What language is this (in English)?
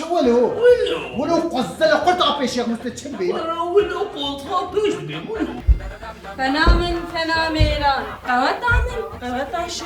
Kurdish